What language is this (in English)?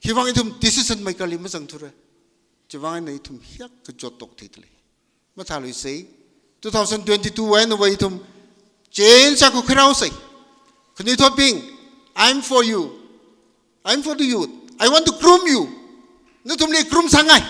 Tangkhul Naga (India)